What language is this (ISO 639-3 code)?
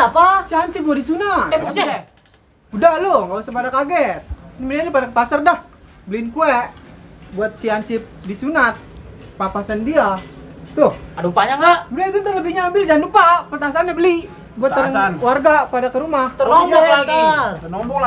bew